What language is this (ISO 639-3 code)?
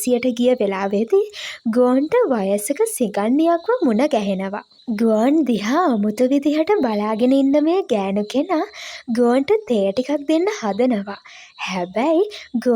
sin